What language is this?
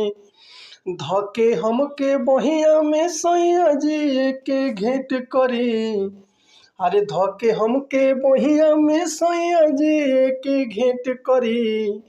Bhojpuri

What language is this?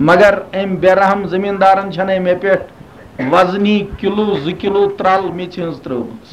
Kashmiri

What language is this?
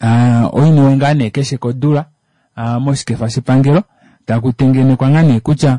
Kuanyama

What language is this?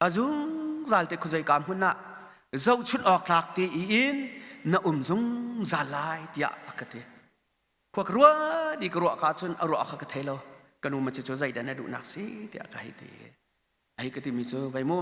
Hakha Chin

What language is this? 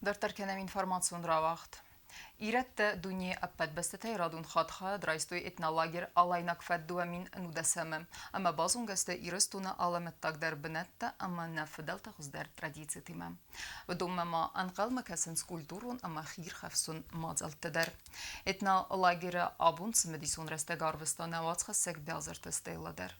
Ossetic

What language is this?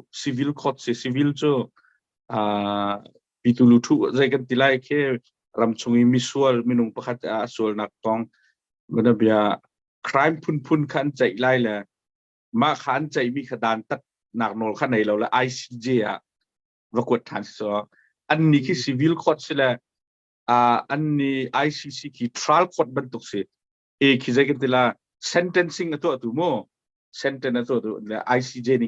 Hakha Chin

